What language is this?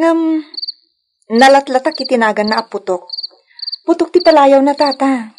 Iloko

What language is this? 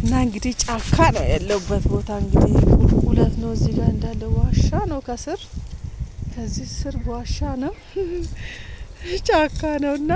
Amharic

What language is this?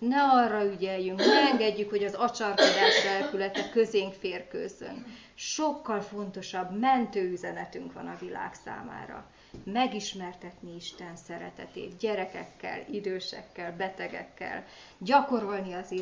Hungarian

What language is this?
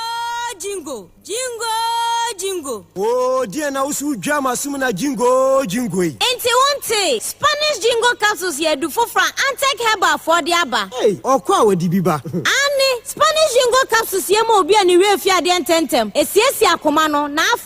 Akan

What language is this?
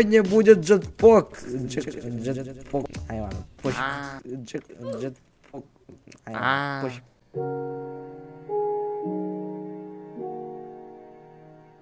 Russian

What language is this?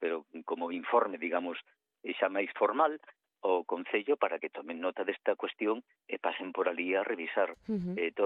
Galician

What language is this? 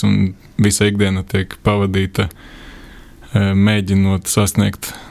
Latvian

